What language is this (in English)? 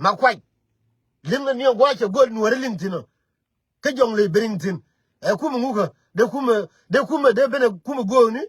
Nuer